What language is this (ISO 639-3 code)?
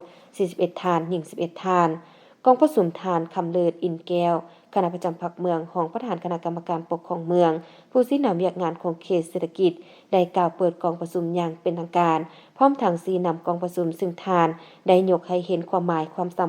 lao